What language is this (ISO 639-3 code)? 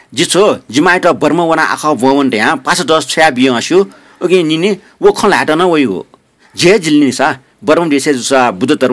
new